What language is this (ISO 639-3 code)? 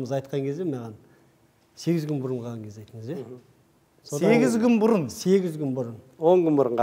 kaz